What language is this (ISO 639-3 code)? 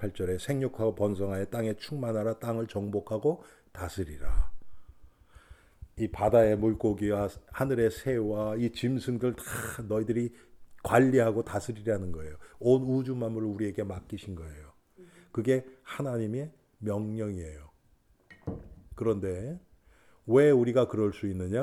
kor